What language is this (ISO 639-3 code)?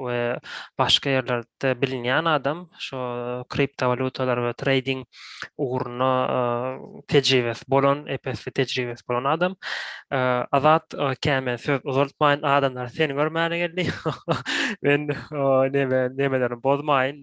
tuk